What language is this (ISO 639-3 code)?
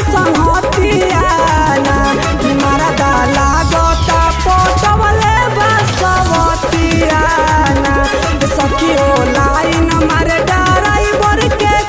bho